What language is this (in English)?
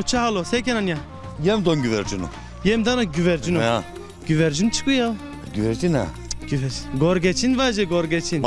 Zaza